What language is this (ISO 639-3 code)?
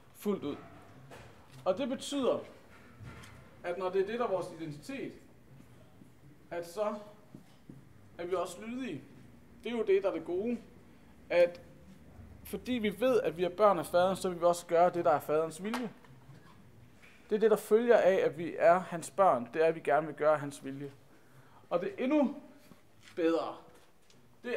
dan